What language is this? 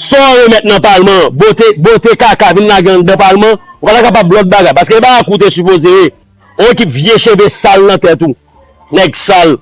Haitian Creole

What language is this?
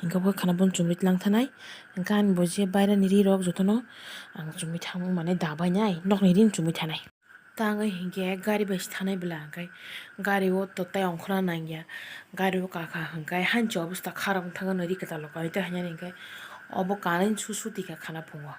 Kok Borok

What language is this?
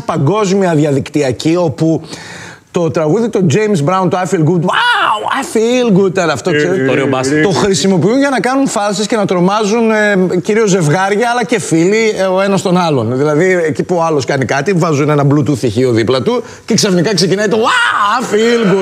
Greek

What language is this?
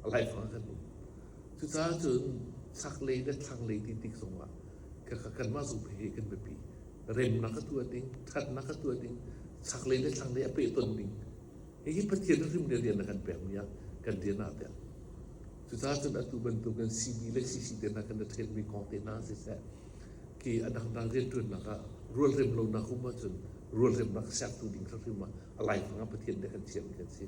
Hakha Chin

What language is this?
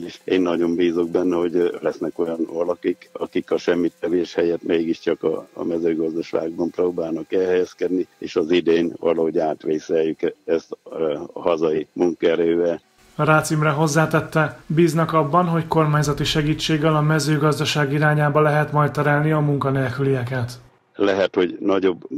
Hungarian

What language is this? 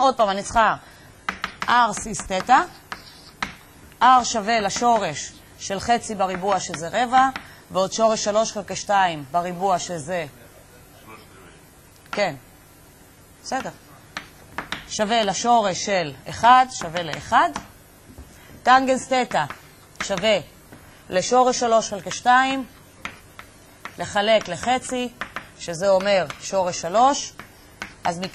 Hebrew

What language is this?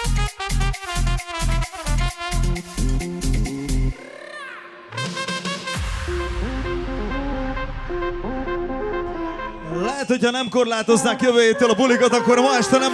Hungarian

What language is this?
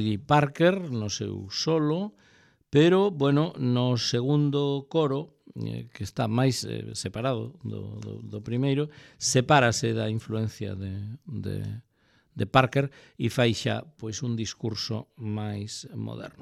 Galician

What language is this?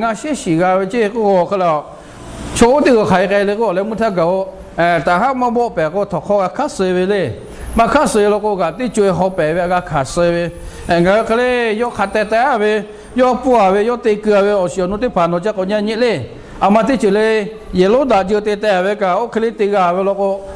Lahu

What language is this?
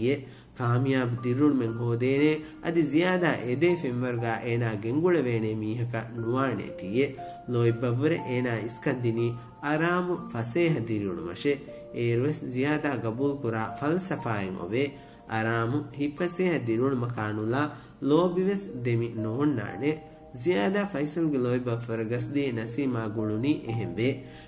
Divehi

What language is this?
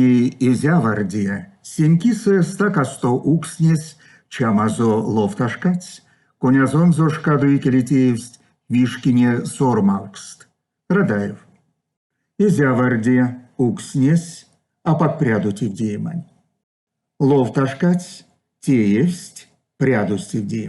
Erzya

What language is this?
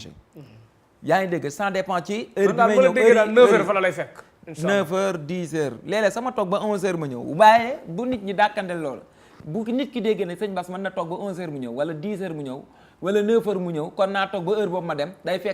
Wolof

